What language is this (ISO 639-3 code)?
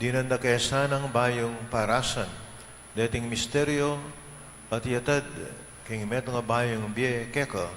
pam